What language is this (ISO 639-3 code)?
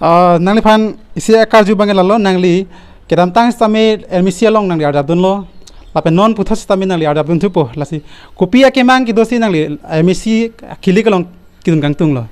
mjw